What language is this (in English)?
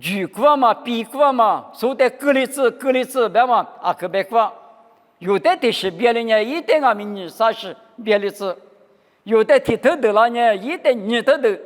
Lisu